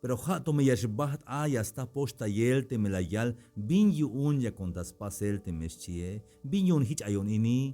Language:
Tzeltal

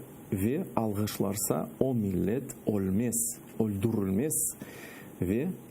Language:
Crimean Tatar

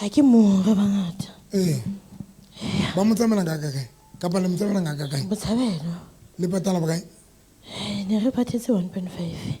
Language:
Southern Sotho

